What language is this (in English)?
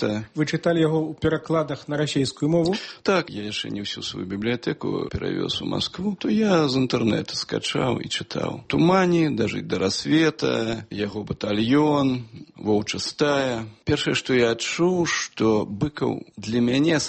Belarusian